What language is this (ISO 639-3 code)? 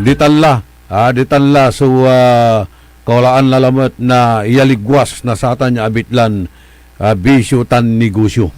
pag